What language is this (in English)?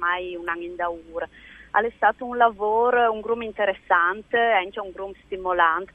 Friulian